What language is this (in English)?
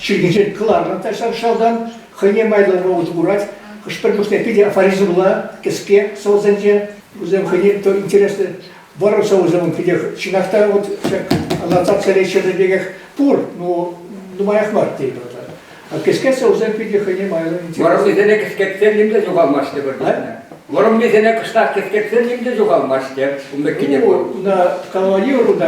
Chuvash